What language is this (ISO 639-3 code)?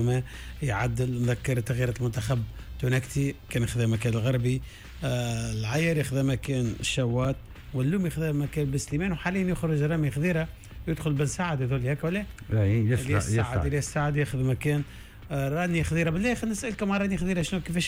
aeb